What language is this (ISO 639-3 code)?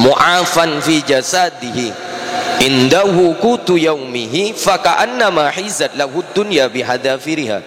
mad